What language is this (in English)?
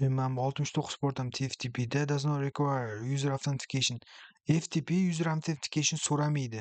Uzbek